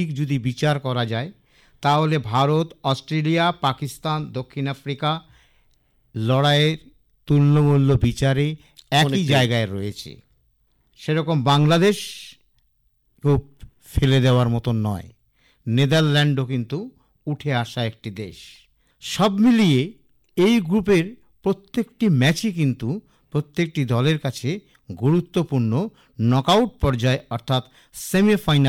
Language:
Bangla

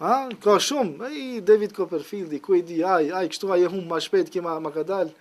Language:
Albanian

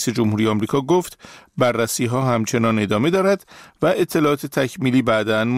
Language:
Persian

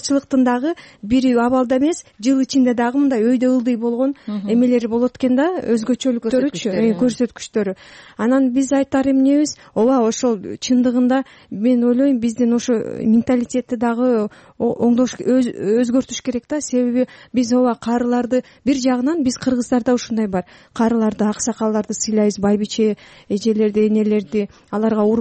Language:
Kyrgyz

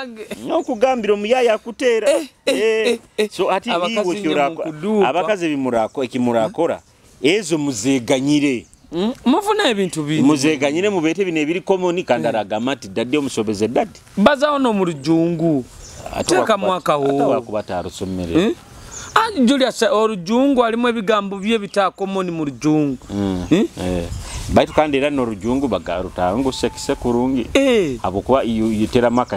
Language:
Nyoro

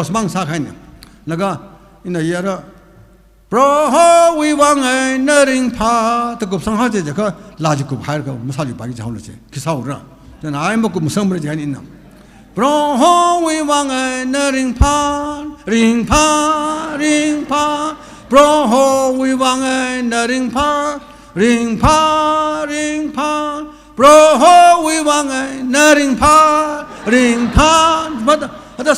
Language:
Tangkhul Naga (India)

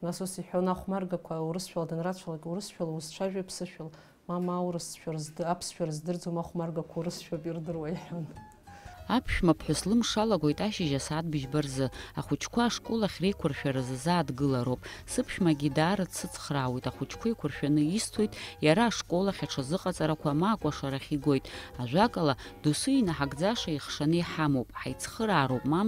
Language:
Abkhazian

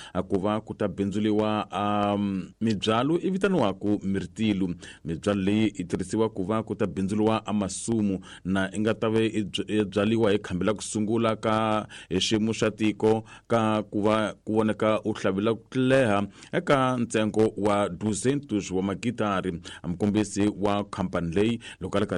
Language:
Tsonga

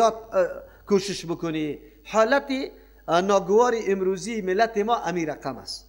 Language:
Persian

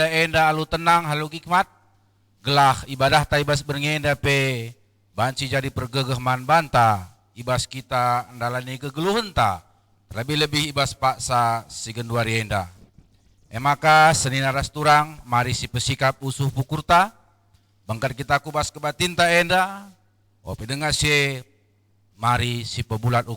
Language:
Batak Karo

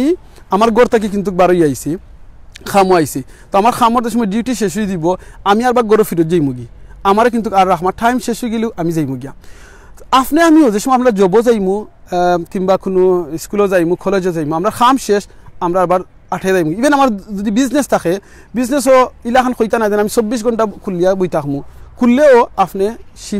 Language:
Sylheti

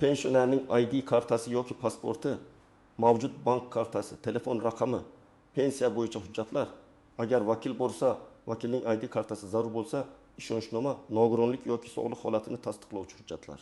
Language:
Uzbek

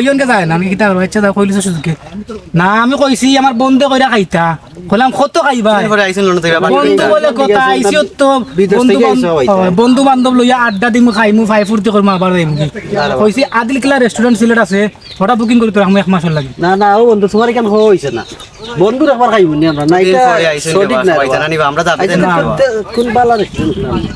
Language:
Sylheti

